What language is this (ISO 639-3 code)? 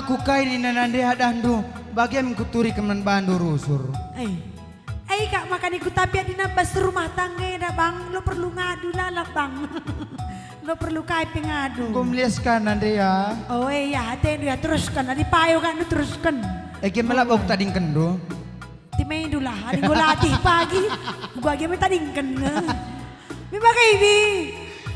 btx